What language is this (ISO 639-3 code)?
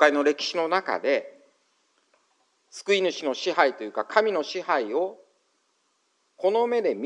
jpn